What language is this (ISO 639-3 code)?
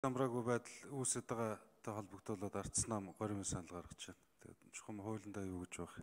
mon